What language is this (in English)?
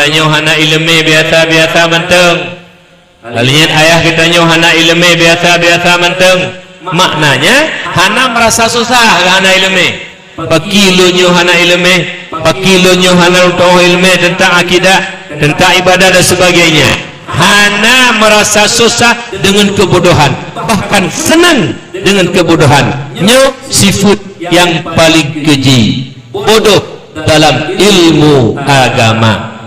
Achinese